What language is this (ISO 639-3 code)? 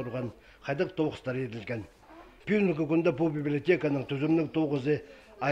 kjh